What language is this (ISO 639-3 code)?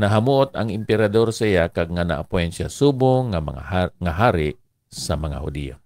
hil